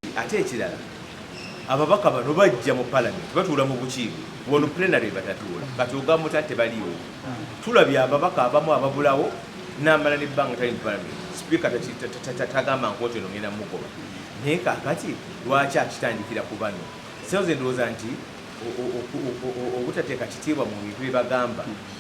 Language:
Ganda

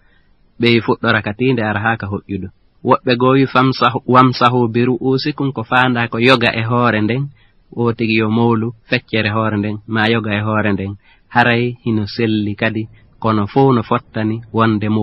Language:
Fula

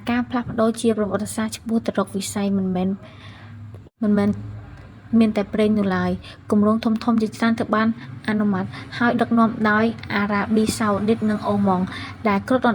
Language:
Khmer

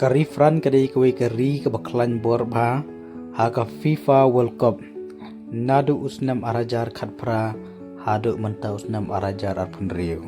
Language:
Khasi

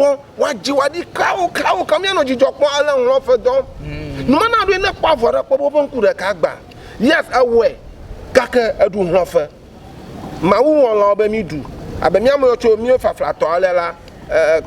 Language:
Ewe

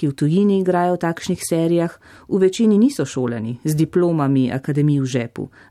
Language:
Slovenian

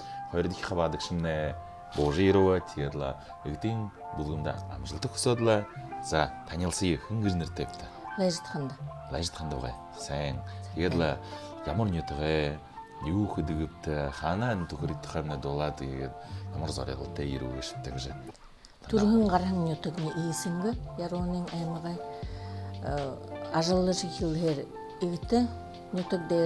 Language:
Buriat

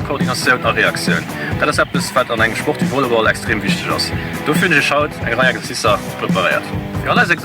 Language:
Luxembourgish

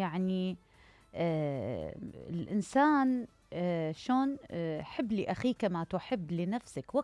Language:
Mesopotamian Arabic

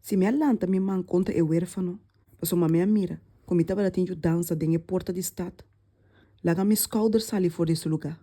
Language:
Papiamento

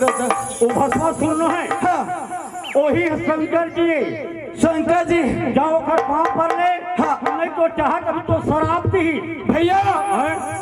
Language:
Chhattisgarhi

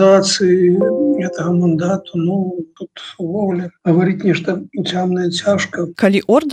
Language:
Belarusian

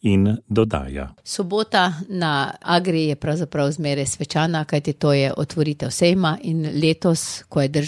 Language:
Slovenian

